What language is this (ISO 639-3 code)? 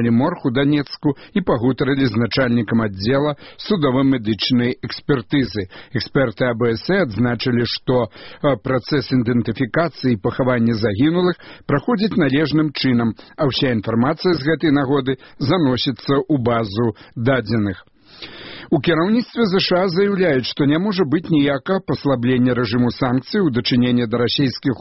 bel